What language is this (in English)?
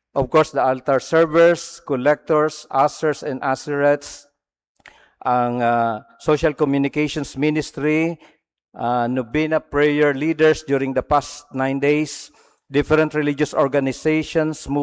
Bikol